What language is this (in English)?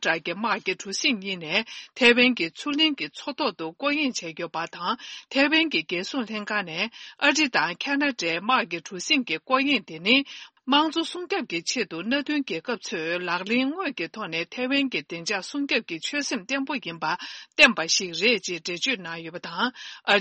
Tibetan